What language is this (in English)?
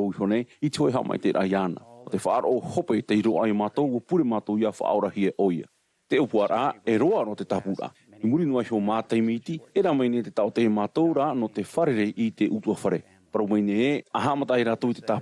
Tahitian